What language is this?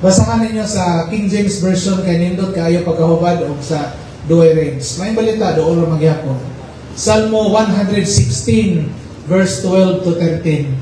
Cebuano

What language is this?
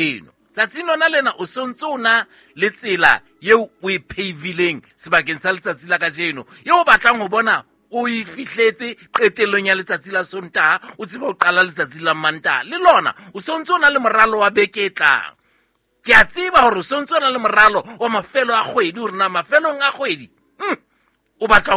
Southern Sotho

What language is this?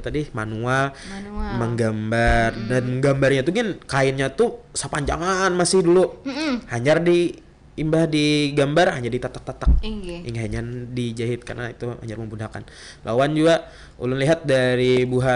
Banjar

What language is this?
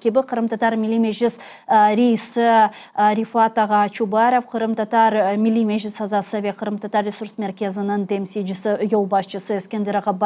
Crimean Tatar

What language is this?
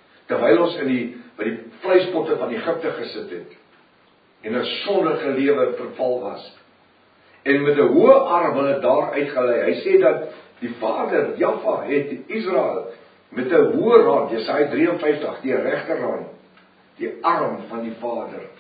Afrikaans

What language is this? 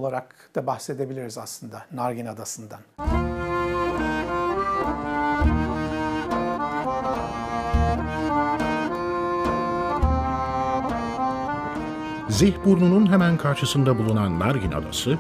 Turkish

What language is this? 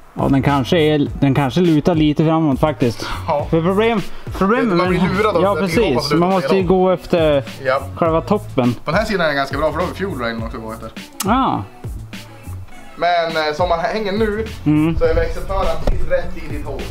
Swedish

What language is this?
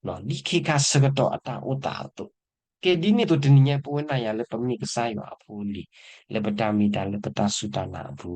S'gaw Karen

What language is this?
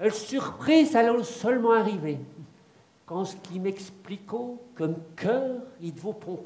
Picard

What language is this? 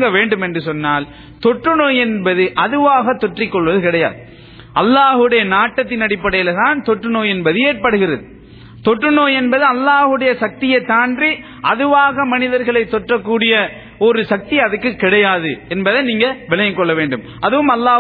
Tamil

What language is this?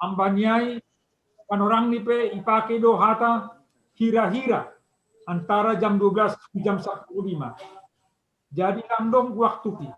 Batak Simalungun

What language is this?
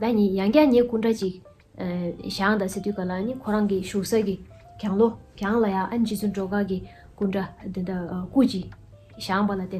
Tibetan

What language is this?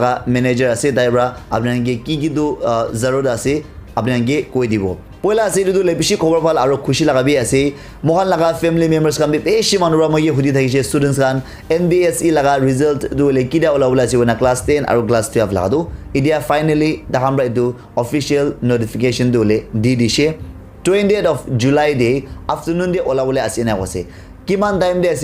Naga Pidgin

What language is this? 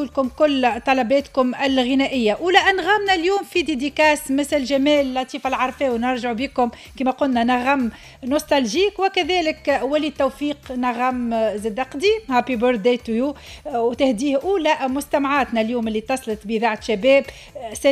Tunisian Arabic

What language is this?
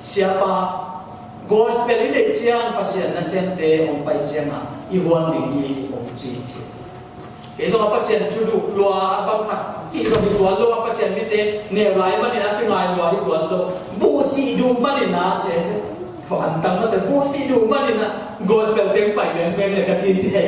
Tedim Chin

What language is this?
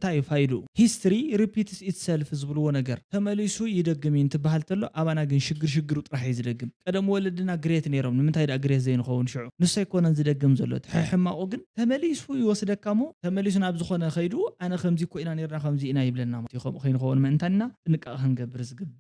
Tigrinya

